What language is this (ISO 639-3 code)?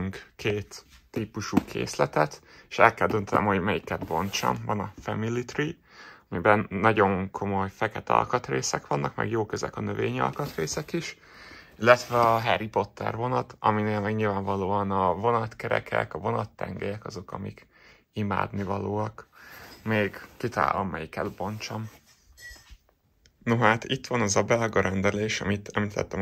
hun